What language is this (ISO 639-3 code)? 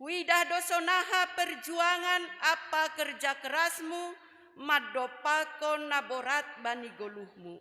bts